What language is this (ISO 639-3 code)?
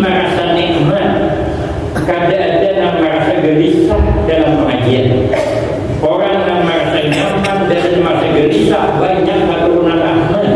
bjn